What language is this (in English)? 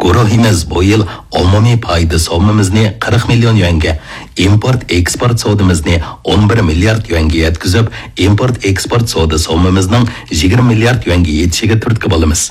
Uyghur